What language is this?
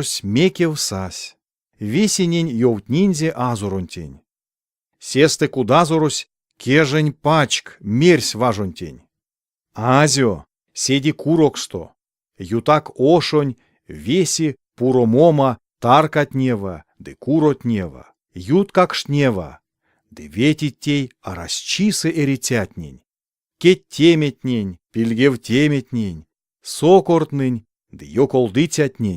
Erzya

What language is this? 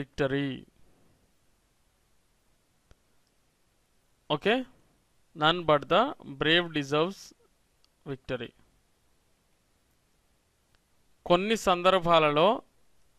Telugu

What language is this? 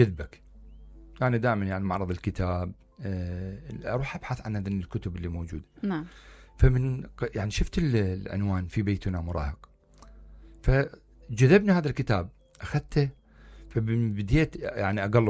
Mesopotamian Arabic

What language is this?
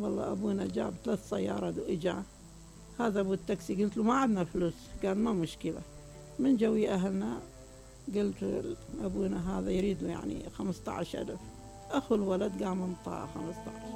Mesopotamian Arabic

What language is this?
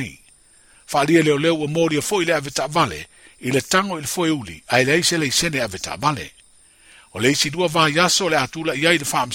Samoan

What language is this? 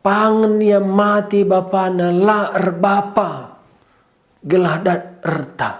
Batak Karo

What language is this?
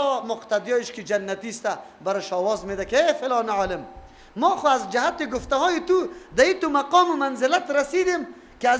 Persian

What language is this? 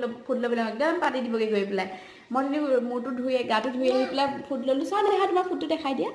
Assamese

